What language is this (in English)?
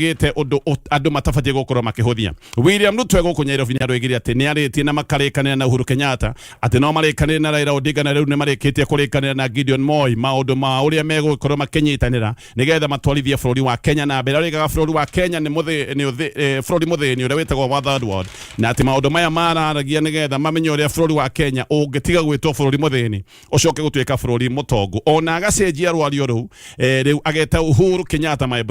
Kikuyu